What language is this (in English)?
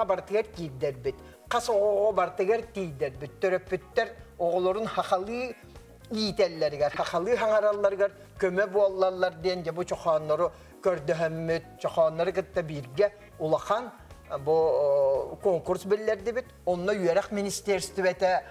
Yakut